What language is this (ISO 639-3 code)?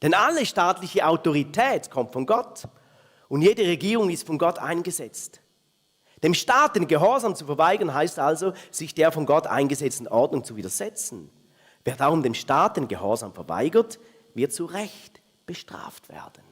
gsw